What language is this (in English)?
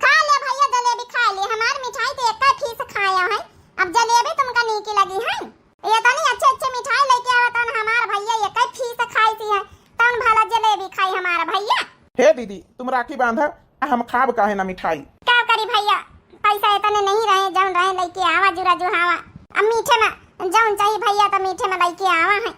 Awadhi